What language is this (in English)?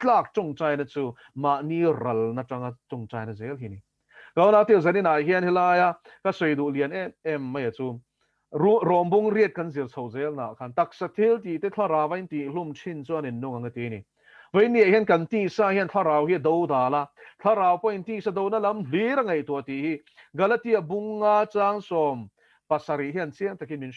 Mizo